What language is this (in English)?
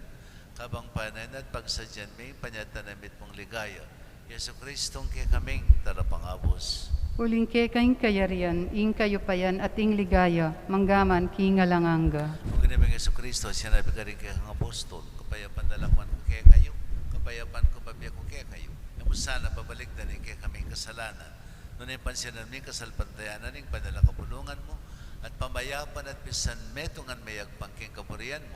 Pampanga